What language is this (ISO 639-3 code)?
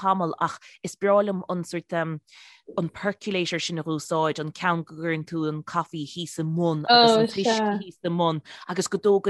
gle